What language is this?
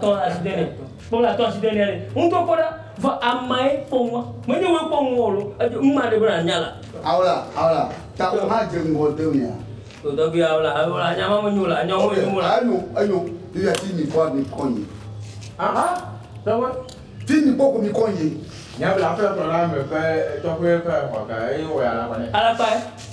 Ewe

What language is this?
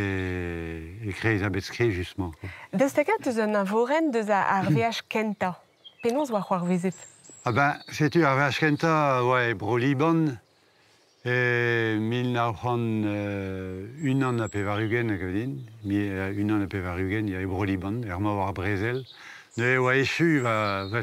Breton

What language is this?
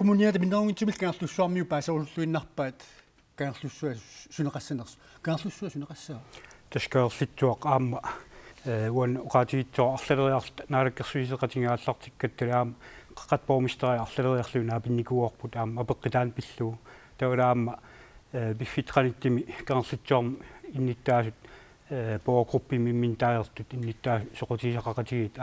Kalaallisut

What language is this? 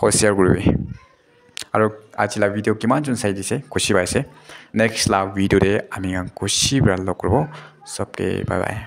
Naga Pidgin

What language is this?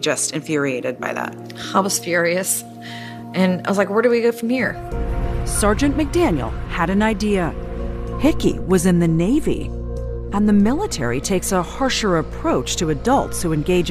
English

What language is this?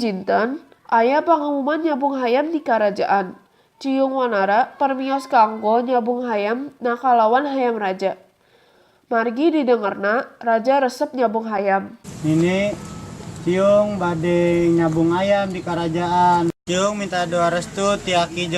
Sundanese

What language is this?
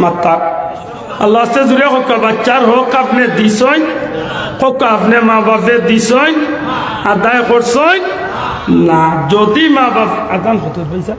Sylheti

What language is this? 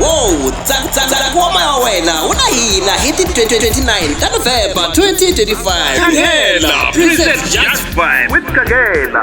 Tsonga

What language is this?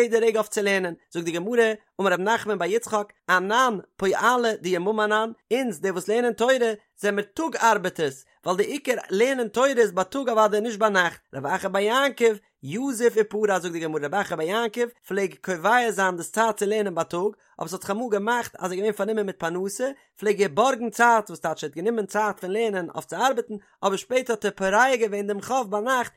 Yiddish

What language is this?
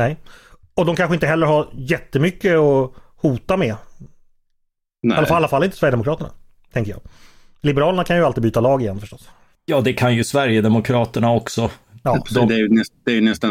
Swedish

